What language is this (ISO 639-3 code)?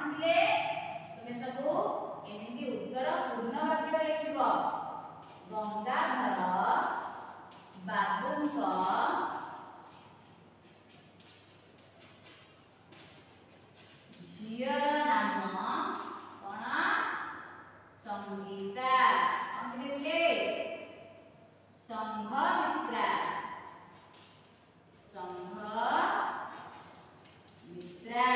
ori